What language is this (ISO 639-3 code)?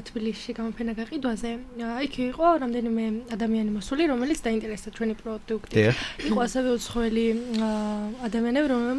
kat